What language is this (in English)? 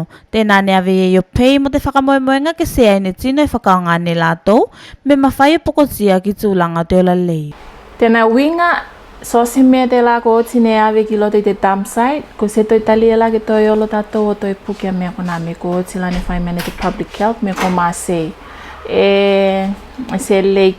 Tuvalu